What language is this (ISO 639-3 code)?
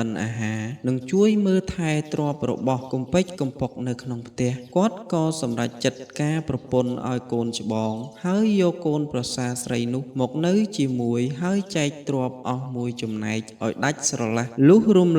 khm